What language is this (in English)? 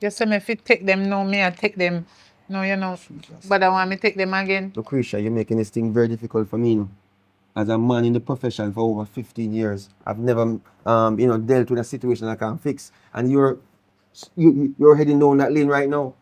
Jamaican Creole English